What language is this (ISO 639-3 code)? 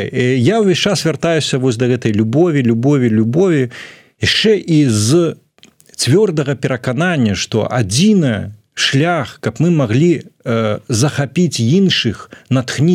bel